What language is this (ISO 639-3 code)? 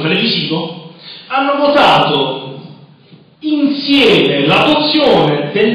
ita